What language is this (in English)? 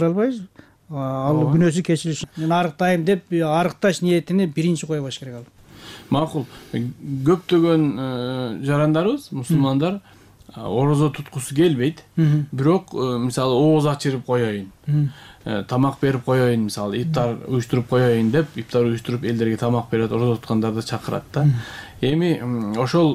Kyrgyz